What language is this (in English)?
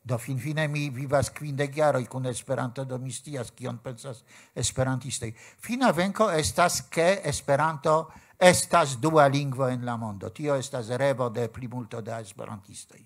Esperanto